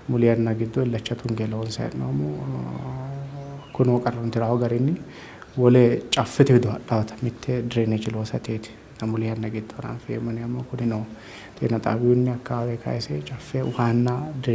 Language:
Sidamo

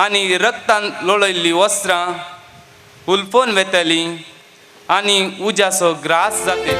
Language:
Konkani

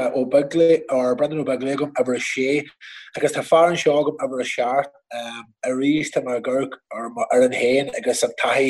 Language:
Irish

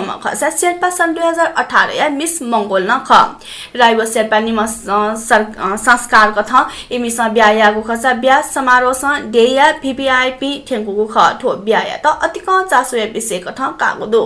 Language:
Newari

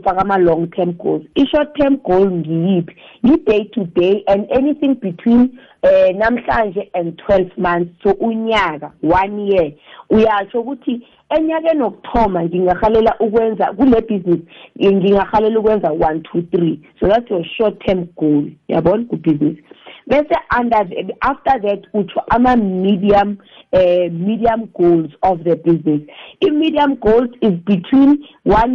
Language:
South Ndebele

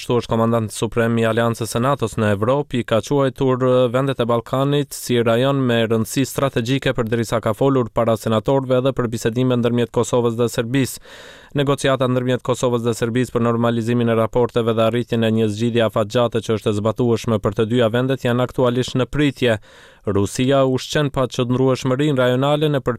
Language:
Albanian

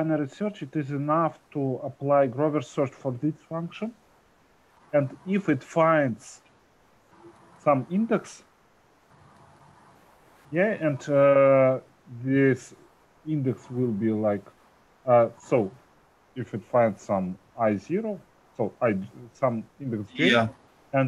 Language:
English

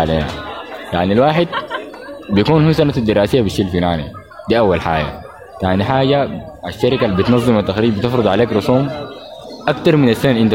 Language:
Sudanese Arabic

